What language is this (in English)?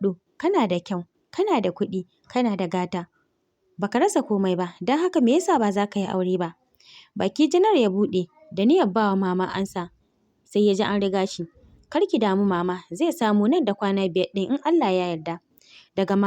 Hausa